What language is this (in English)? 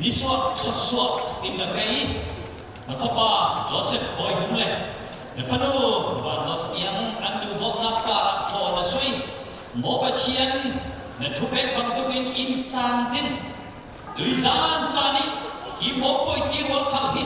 Falam Chin